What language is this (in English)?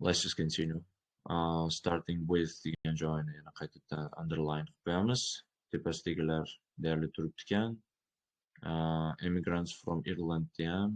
Uzbek